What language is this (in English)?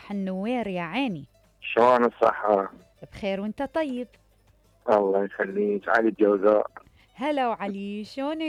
Mesopotamian Arabic